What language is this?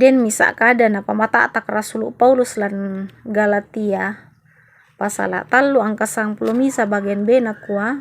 Toraja-Sa'dan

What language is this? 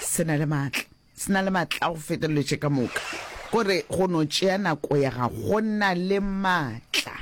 Northern Sotho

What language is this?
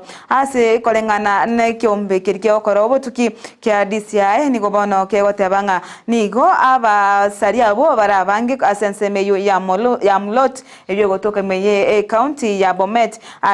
Gusii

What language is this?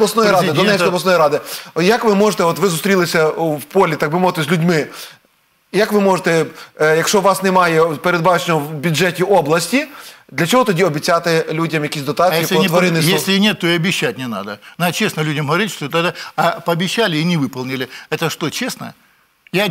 Ukrainian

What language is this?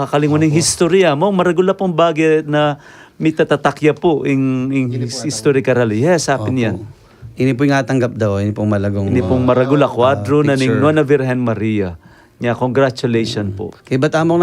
Pampanga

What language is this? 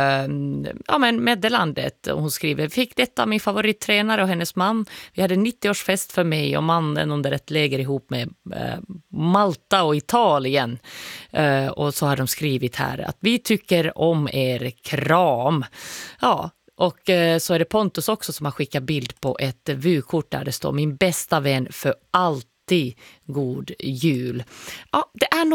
Swedish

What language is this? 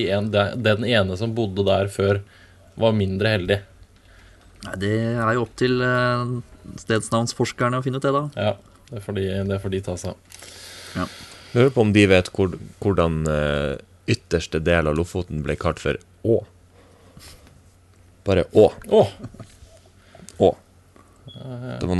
Norwegian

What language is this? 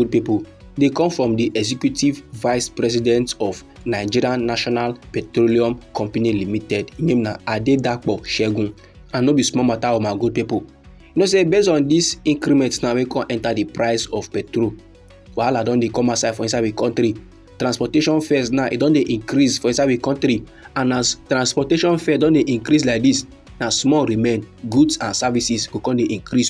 Nigerian Pidgin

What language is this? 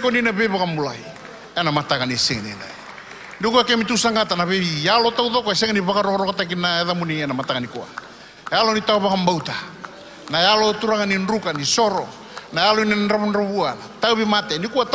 Fijian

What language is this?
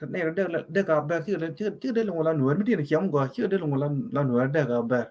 Nuer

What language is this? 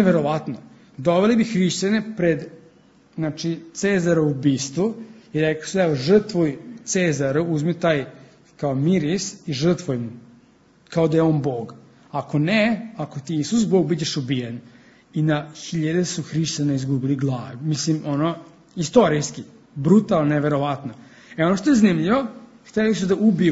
Serbian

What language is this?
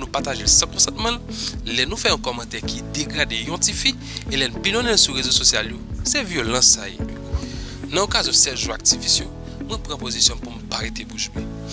Haitian Creole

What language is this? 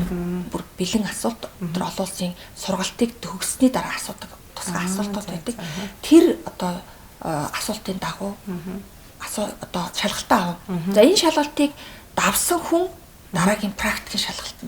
Mongolian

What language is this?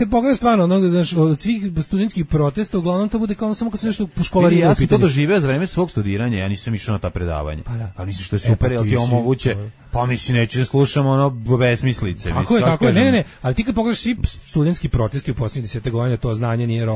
Serbian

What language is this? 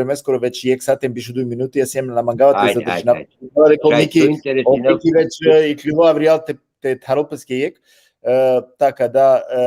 Balkan Romani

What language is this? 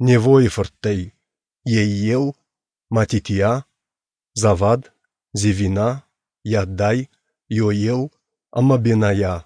Ossetic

